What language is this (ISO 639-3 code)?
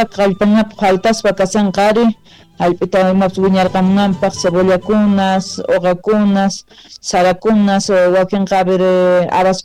que